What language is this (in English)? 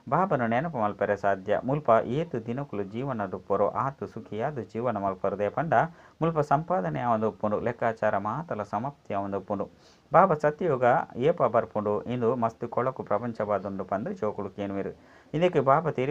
Tulu